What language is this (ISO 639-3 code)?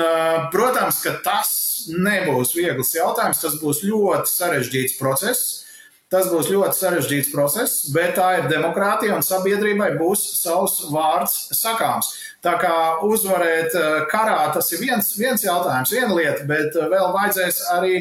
lav